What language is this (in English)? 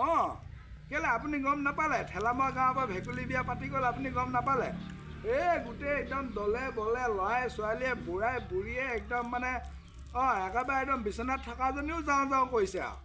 Assamese